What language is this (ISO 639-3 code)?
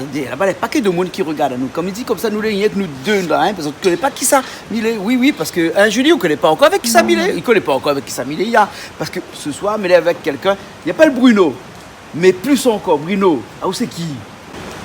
rcf